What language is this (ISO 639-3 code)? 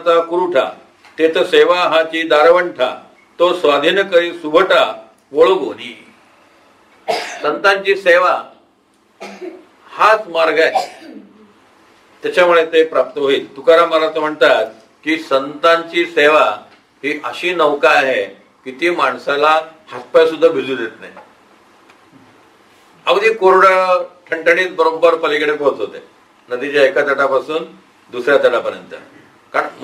mar